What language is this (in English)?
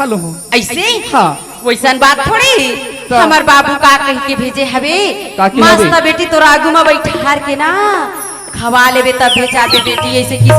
Chhattisgarhi